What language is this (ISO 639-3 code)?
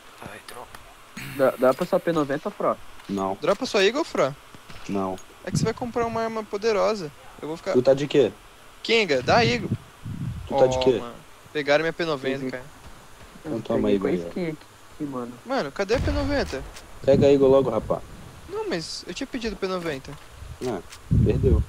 por